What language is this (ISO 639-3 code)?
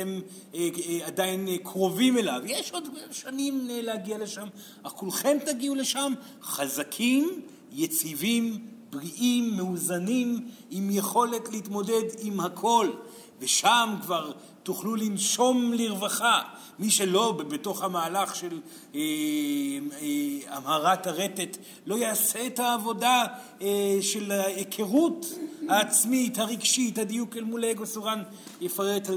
heb